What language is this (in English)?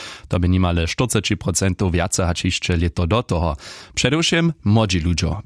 Upper Sorbian